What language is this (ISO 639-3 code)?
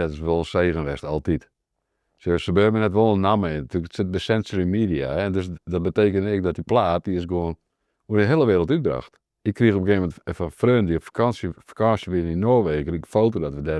fry